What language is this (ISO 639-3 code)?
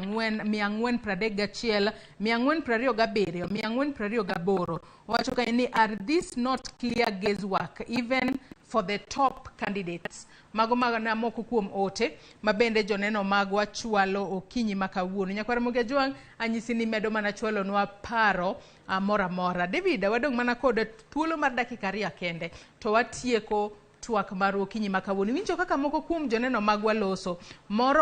luo